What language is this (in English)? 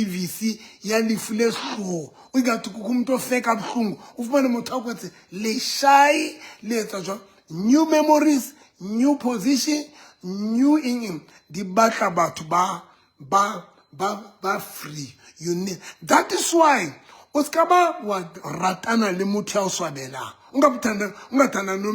Southern Sotho